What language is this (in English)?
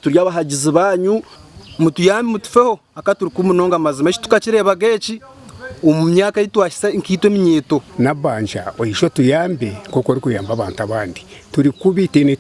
Nyankole